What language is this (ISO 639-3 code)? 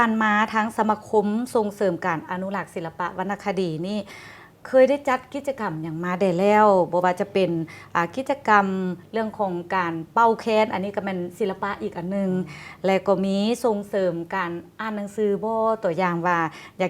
lao